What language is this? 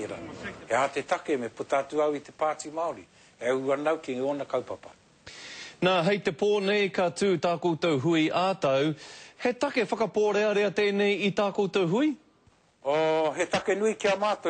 Māori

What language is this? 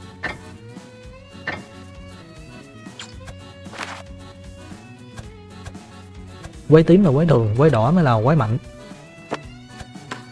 Vietnamese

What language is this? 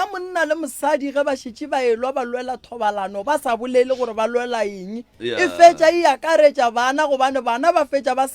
Northern Sotho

